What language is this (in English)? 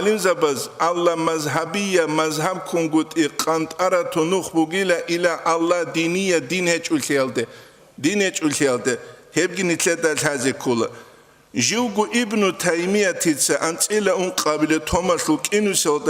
Avaric